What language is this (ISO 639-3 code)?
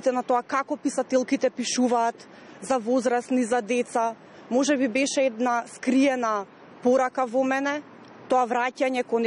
mkd